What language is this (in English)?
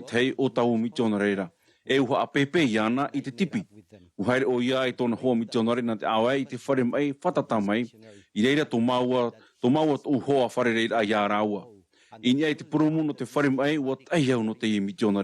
Tahitian